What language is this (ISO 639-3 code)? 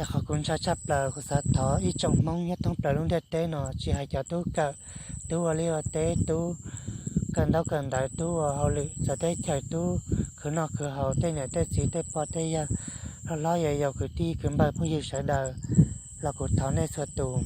hmn